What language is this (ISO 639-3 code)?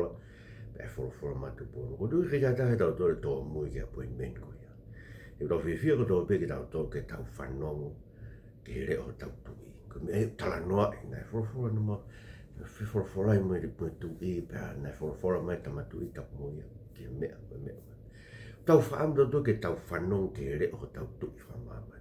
ton